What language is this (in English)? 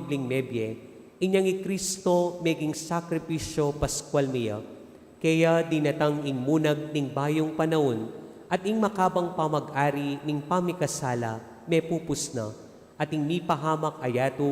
Pampanga